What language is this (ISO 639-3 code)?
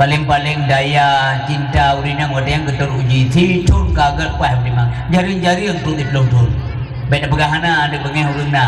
ace